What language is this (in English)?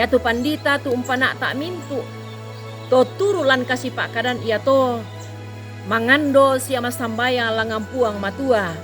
Toraja-Sa'dan